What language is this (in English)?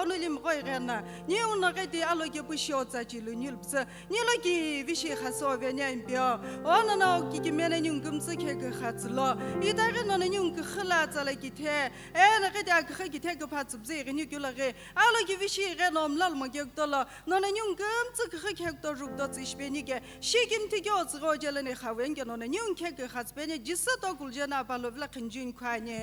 Sumi Naga